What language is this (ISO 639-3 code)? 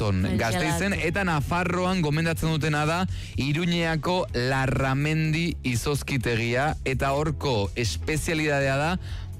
eus